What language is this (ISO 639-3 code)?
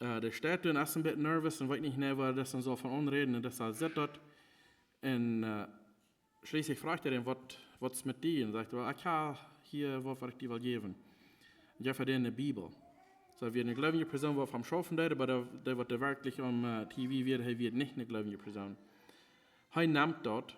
pdt